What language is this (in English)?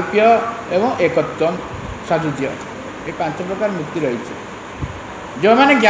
Odia